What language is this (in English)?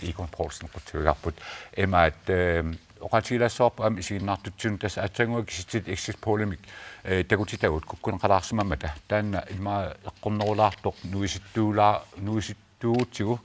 Kalaallisut